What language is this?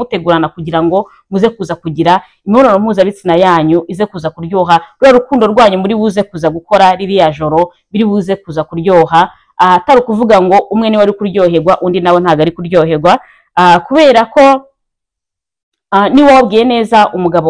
Kinyarwanda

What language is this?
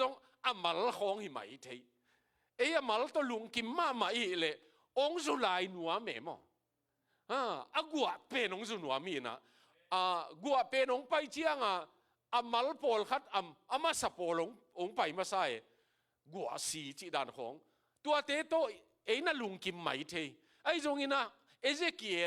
Tedim Chin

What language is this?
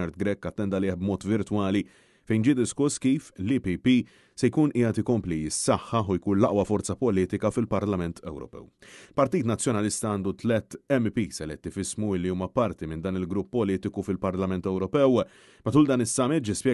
Maltese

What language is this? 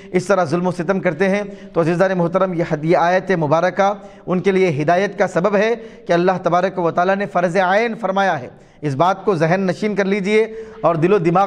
Urdu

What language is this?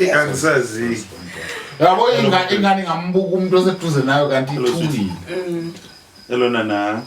Zulu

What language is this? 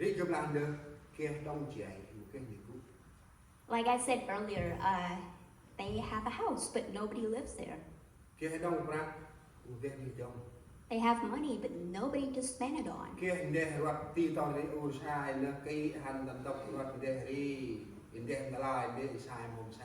Central Mnong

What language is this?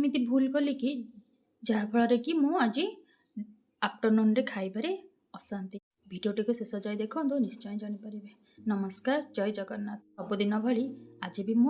Odia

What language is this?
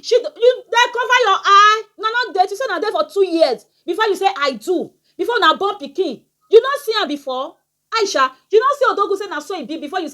Nigerian Pidgin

